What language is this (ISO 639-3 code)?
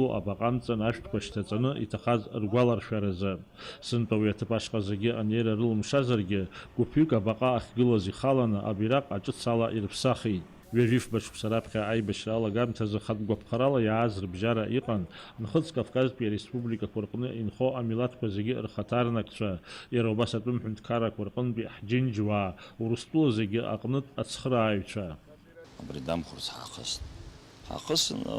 abk